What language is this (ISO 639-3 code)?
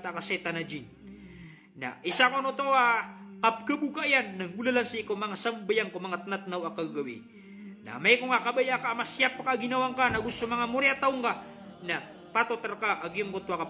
mrw